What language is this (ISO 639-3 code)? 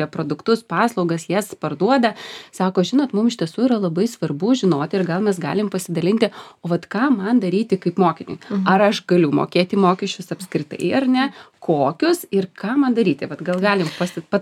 lit